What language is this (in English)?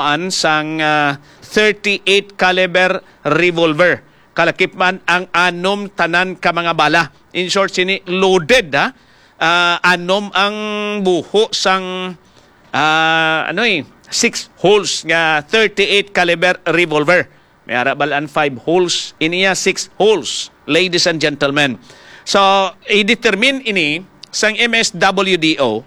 Hiligaynon